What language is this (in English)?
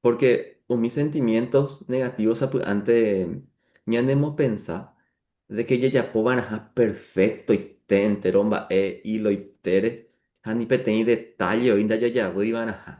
Guarani